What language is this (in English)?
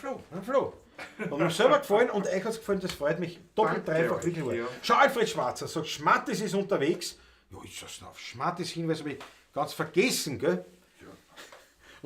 Bavarian